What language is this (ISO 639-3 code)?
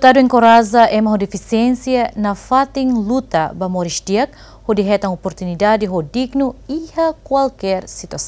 tet